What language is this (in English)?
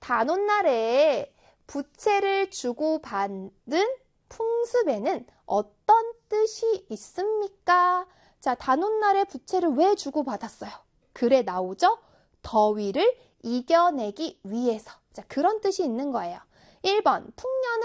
Korean